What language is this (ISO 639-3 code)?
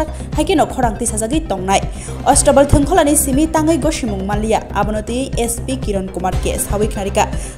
trp